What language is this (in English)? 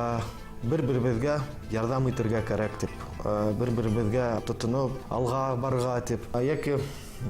Bashkir